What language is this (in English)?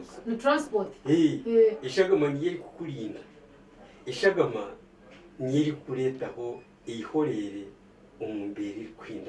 Nyankole